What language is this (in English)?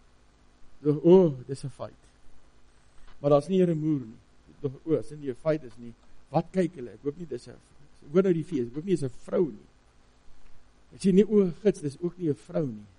Afrikaans